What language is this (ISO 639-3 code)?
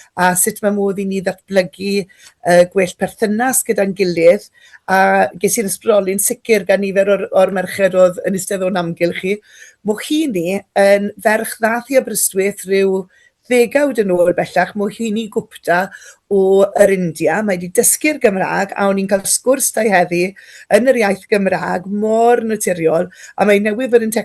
cym